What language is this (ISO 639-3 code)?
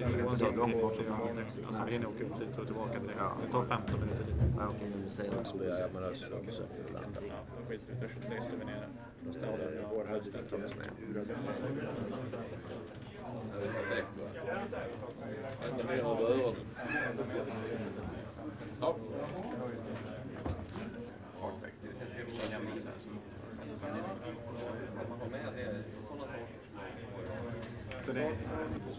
swe